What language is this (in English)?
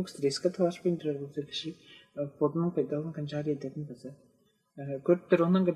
Tuvinian